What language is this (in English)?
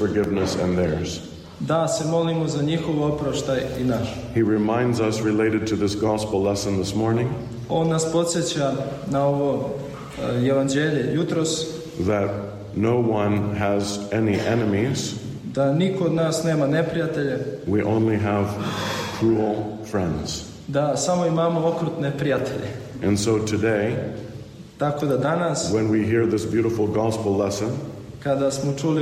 Serbian